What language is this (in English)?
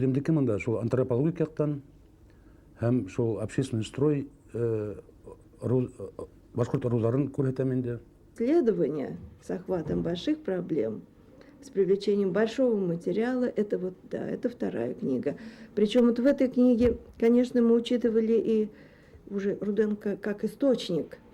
Bashkir